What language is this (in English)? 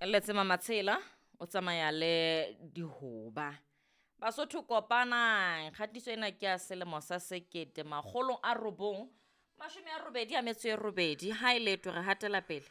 Southern Sotho